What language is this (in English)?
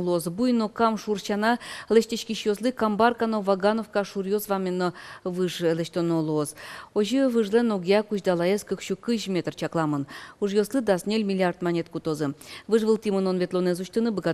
Udmurt